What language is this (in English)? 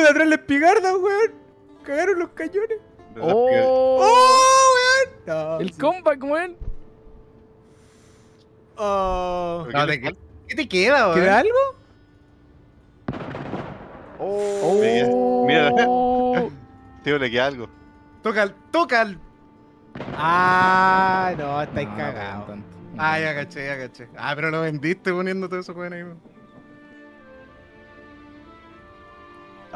Spanish